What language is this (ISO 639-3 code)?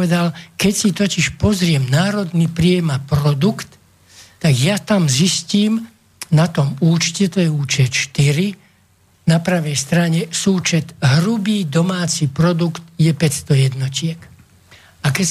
slk